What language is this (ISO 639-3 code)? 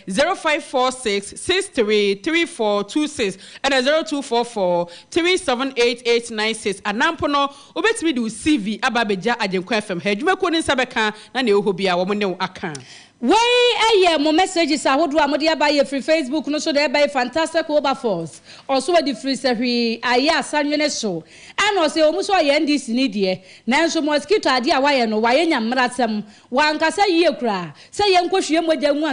aka